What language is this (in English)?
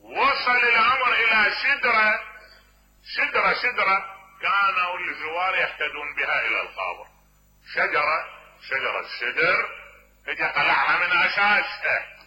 Mesopotamian Arabic